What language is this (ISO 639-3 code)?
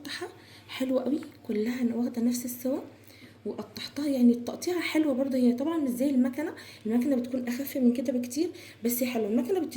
arz